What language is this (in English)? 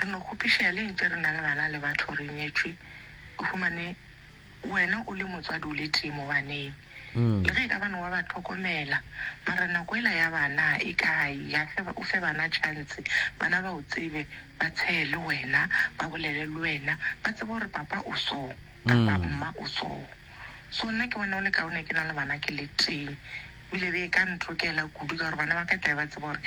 Northern Sotho